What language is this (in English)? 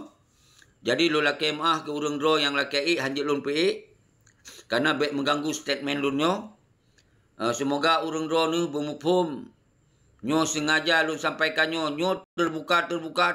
Achinese